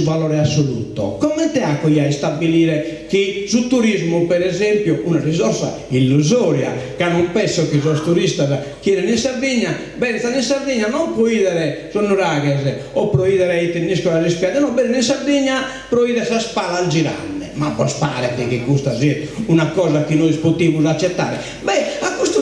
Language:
Sardinian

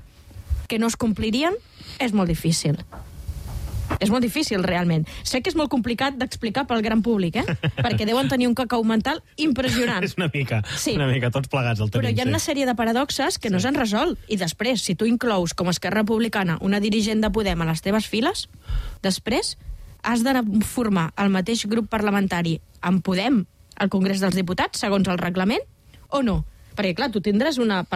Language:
Catalan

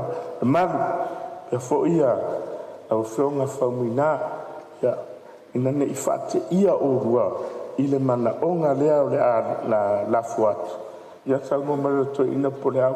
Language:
Samoan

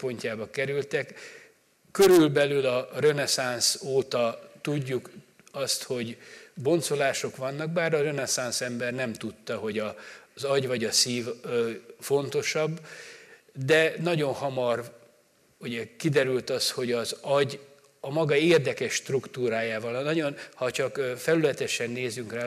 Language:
Hungarian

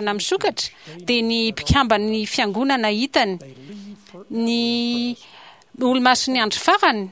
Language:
Malagasy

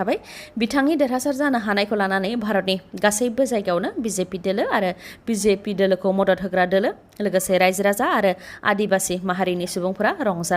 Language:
Bodo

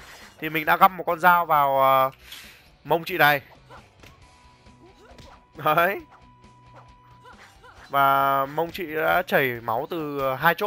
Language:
Vietnamese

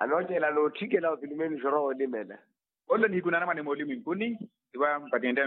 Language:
Makhuwa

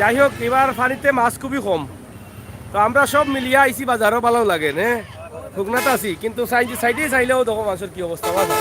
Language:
Sylheti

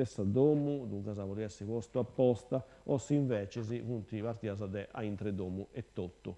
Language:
Sardinian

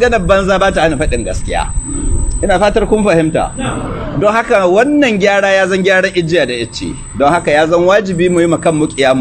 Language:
Hausa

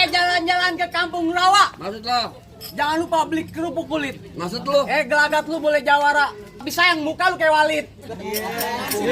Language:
Betawi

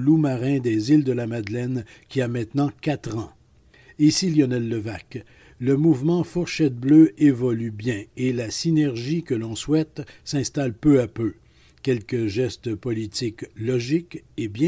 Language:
French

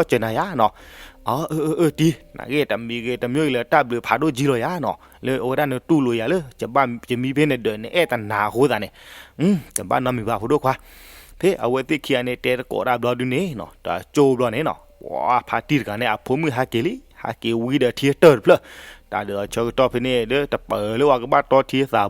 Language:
S'gaw Karen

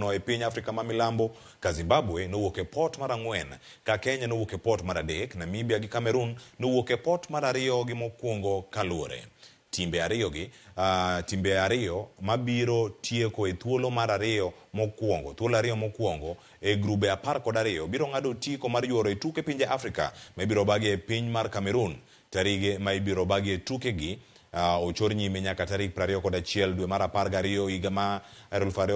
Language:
Luo (Kenya and Tanzania)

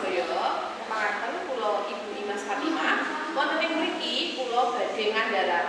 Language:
Javanese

